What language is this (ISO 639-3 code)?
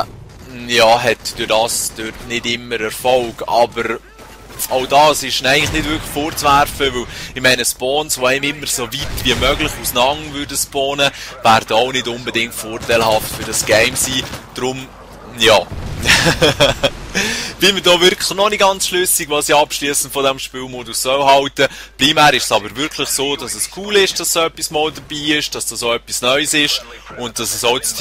gsw